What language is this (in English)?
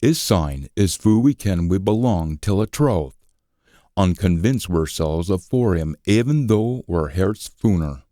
Scots